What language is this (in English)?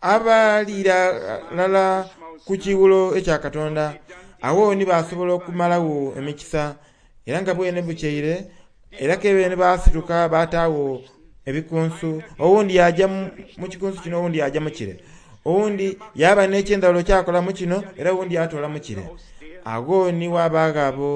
Soga